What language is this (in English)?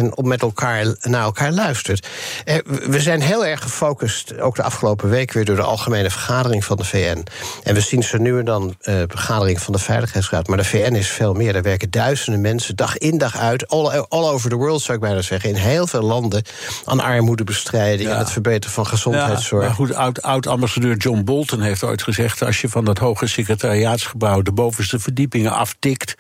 Dutch